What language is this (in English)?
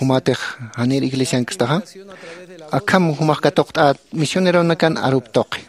Aymara